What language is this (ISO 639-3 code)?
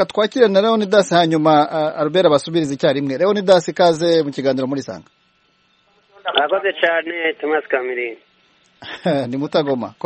kin